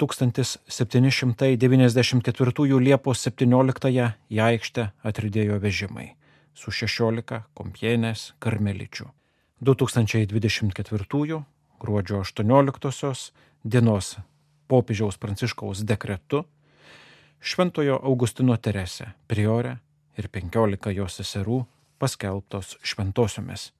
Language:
Lithuanian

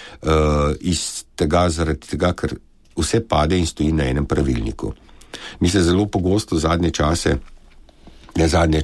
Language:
Slovenian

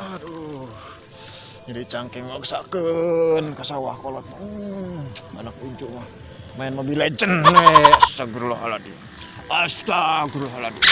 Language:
Sundanese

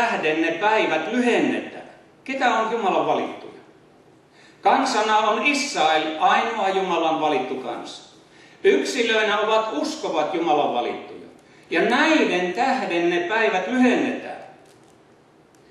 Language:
Finnish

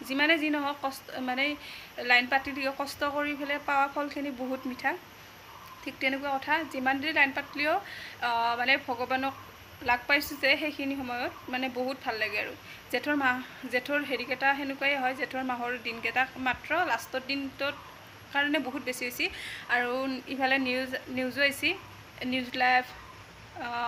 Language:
Assamese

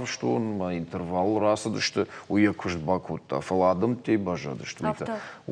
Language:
Ossetic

